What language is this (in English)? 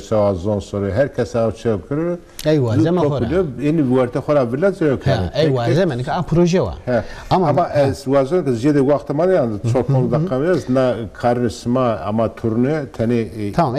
Zaza